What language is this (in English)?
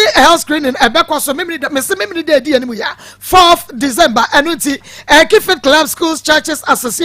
Akan